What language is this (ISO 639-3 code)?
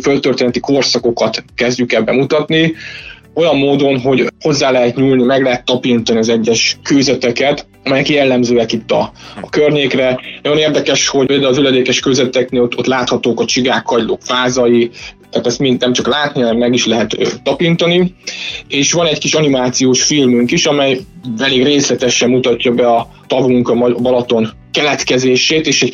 hun